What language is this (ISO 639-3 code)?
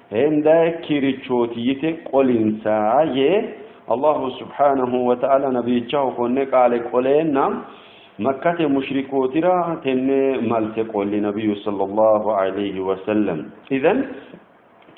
sid